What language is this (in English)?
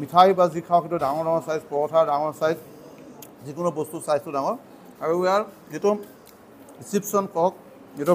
Assamese